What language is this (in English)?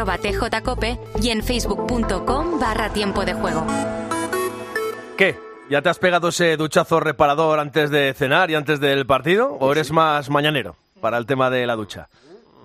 Spanish